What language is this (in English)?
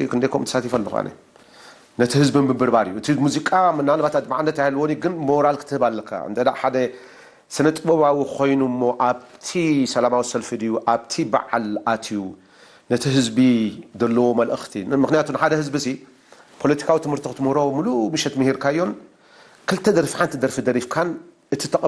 Tigrinya